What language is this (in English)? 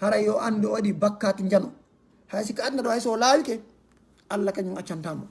Fula